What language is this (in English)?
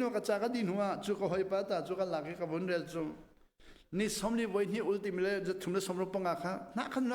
Hakha Chin